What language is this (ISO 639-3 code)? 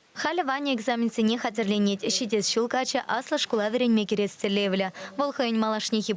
chv